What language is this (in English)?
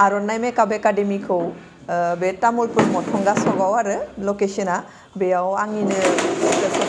Bodo